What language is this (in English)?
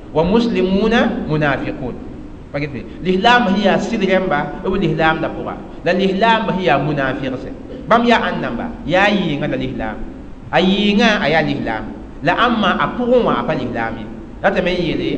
Mossi